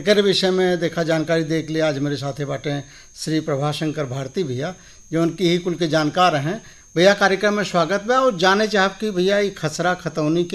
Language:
Bhojpuri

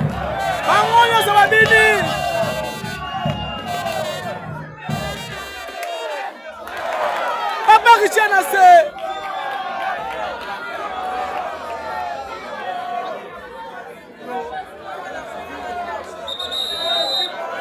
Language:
Swahili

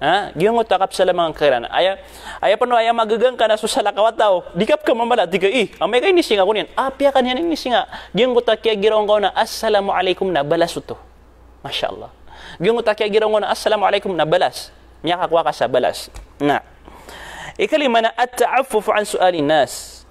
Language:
Maranao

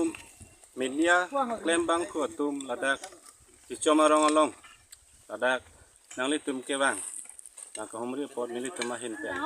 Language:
Karbi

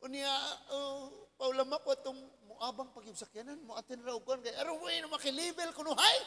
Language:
Cebuano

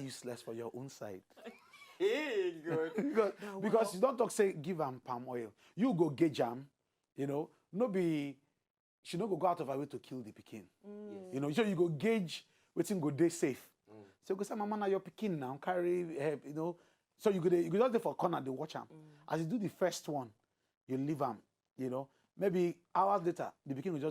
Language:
Nigerian Pidgin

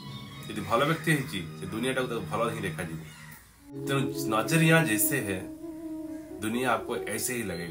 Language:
Odia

